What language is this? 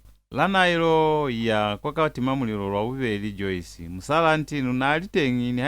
Lozi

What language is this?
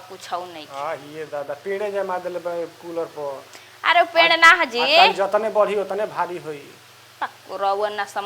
Bhojpuri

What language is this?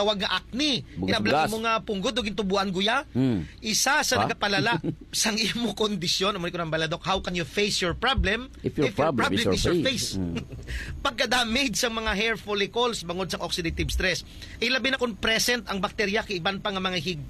Hiligaynon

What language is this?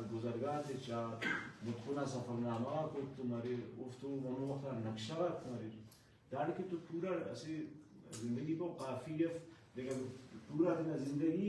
Brahui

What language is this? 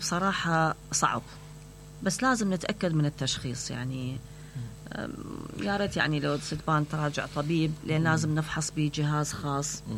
Mesopotamian Arabic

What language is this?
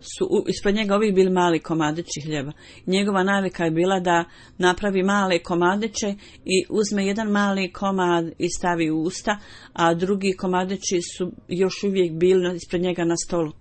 Bosnian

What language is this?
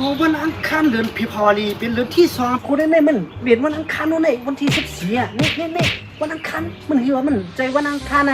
Shan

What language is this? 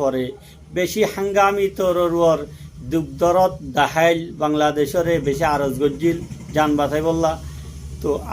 Rohingya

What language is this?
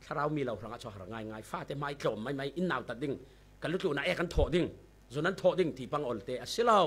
Falam Chin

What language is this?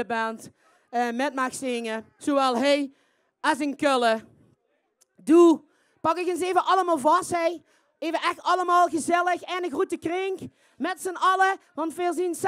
Limburgish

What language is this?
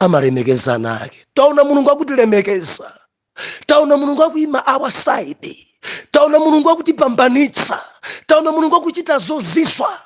Nyanja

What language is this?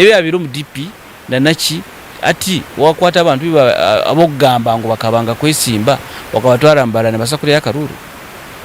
Nyankole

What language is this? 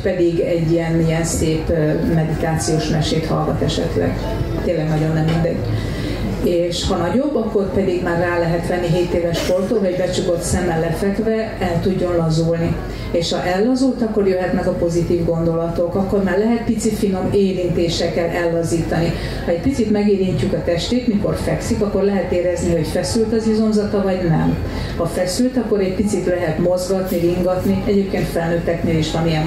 Hungarian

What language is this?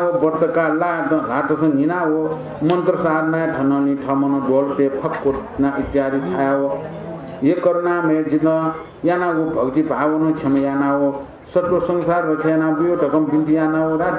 Newari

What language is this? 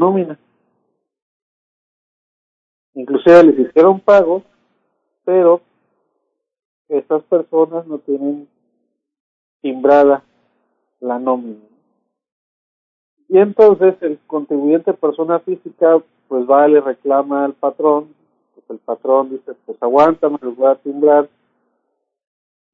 Spanish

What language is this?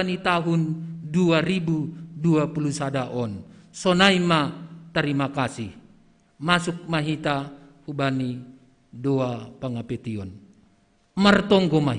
Batak Simalungun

